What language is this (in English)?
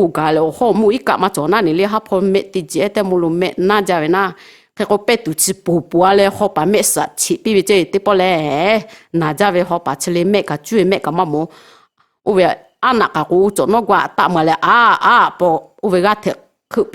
Lahu